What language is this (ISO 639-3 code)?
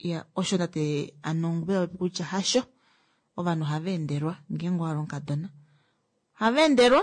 kua